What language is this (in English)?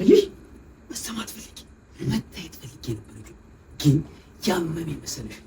Amharic